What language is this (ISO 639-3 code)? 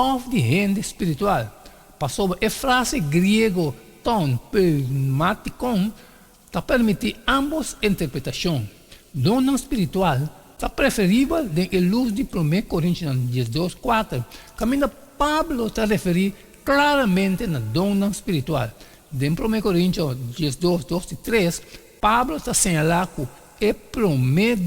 pap